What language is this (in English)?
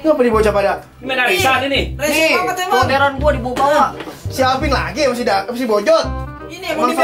Betawi